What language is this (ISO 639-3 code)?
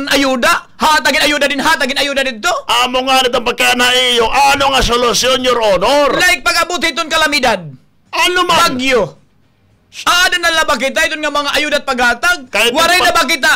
war